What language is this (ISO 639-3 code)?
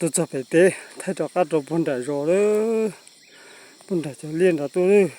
hmn